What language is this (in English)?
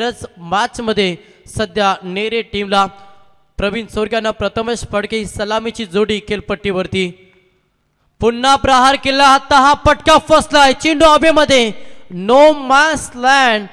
Marathi